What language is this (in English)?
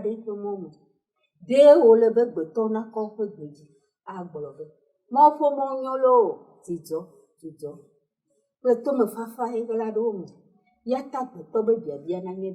Ewe